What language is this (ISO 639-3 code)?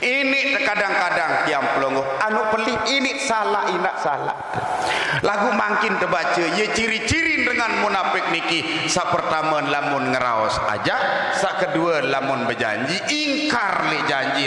sas